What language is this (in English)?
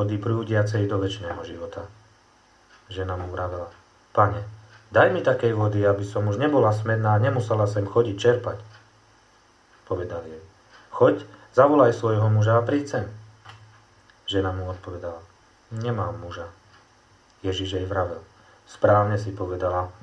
Slovak